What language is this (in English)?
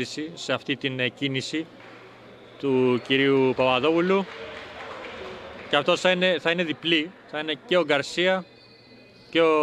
Greek